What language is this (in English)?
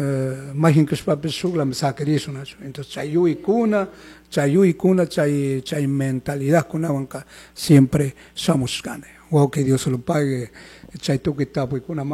Chimborazo Highland Quichua